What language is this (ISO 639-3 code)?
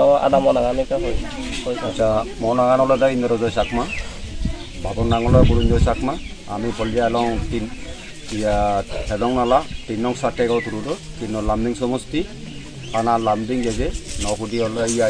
ccp